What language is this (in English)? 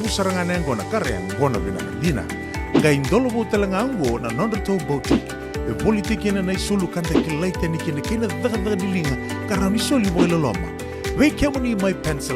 Fijian